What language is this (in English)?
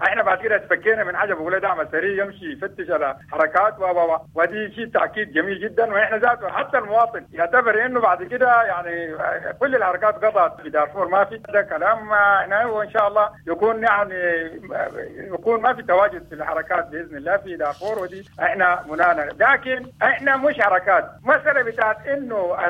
Sudanese Arabic